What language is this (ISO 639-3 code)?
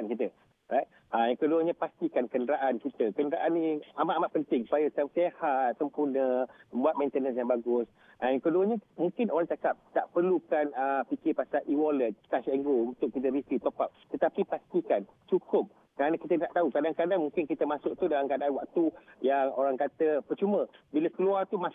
msa